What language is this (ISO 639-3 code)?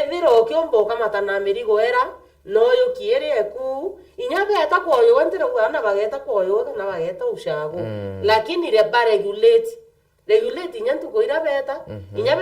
mer